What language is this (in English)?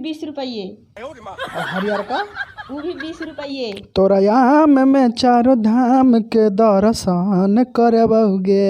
Magahi